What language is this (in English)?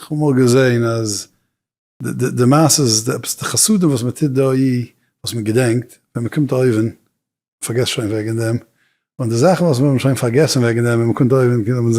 Yiddish